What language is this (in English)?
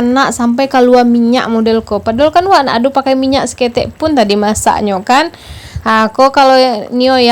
Minangkabau